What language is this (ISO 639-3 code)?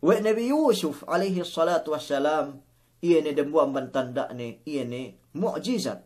yka